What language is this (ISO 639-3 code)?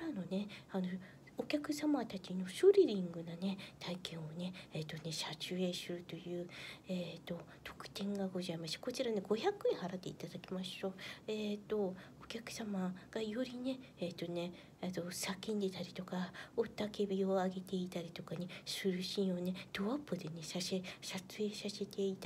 jpn